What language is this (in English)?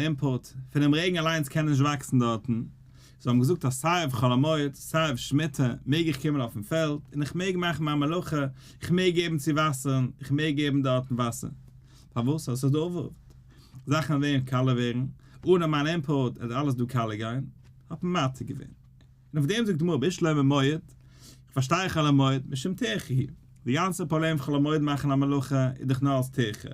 Yiddish